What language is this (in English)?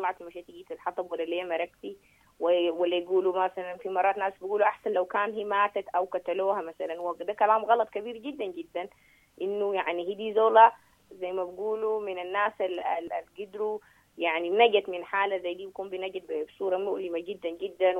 Sudanese Arabic